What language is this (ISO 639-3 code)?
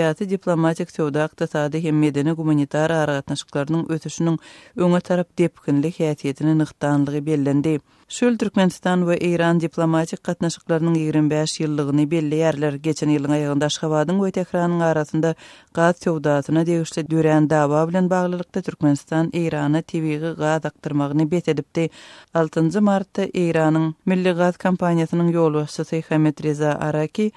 tuk